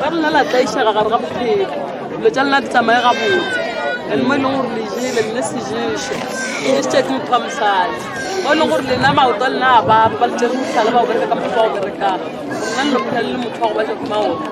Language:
Northern Sotho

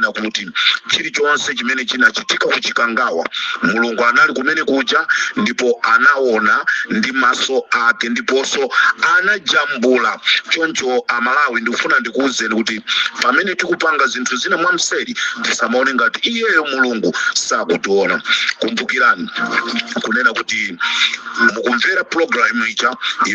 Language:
Nyanja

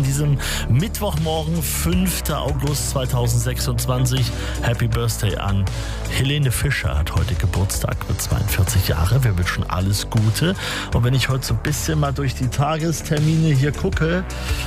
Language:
German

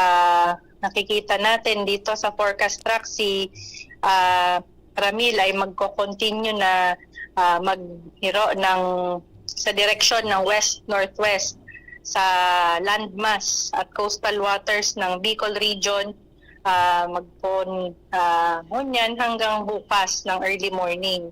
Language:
Bikol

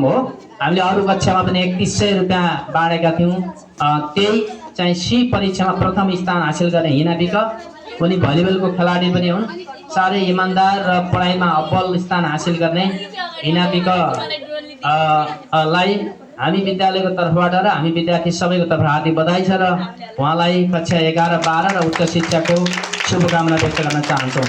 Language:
Nepali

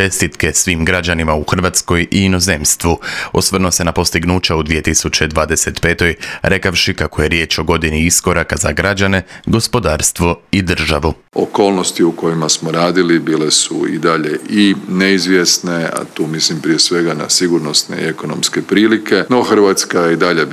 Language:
Croatian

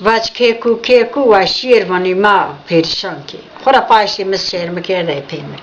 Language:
Zaza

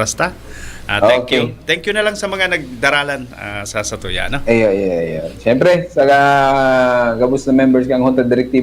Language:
Bikol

